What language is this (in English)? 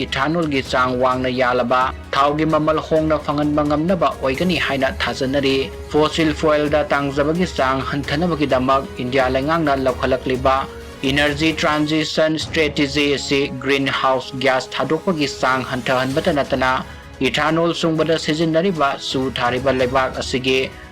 Manipuri